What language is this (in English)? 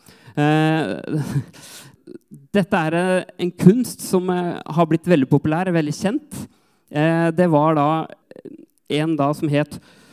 Norwegian